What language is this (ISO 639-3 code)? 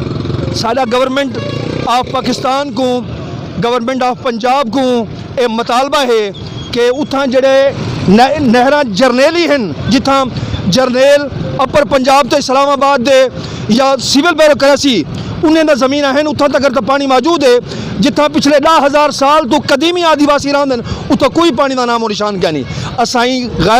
skr